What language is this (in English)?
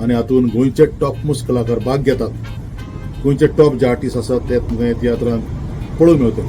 Konkani